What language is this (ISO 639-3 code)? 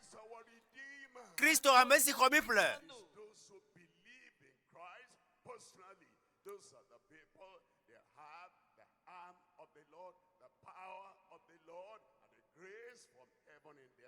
ewe